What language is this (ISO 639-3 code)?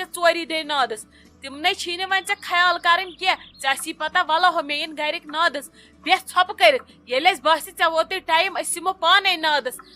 kas